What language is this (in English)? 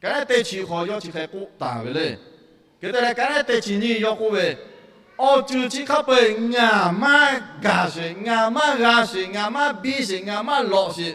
Lahu